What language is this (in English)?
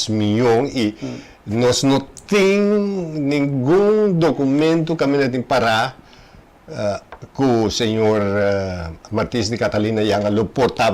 Papiamento